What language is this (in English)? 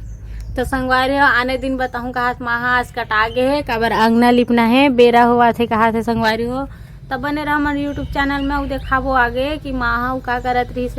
Chhattisgarhi